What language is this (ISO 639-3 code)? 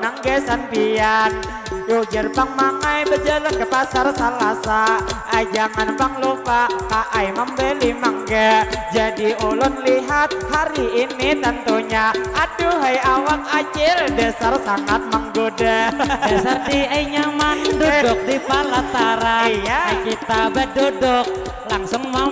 bjn